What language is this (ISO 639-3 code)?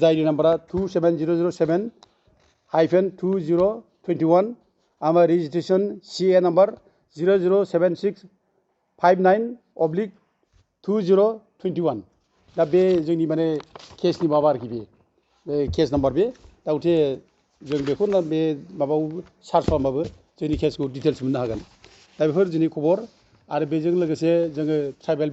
brx